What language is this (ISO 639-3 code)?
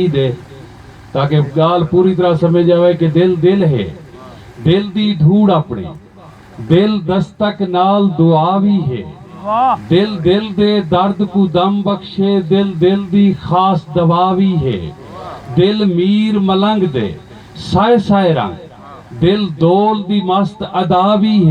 skr